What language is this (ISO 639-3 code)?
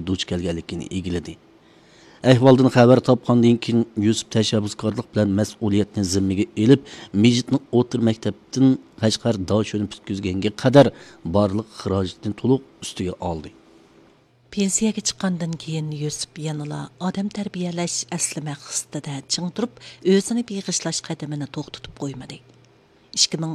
uig